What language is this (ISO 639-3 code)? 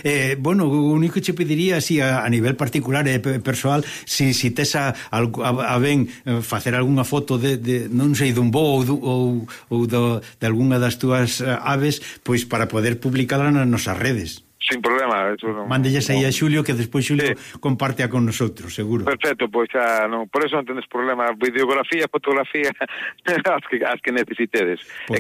glg